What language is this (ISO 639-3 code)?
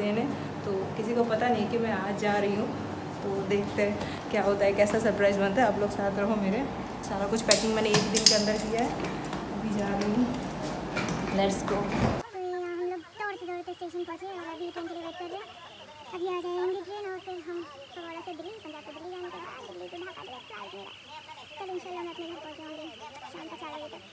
hin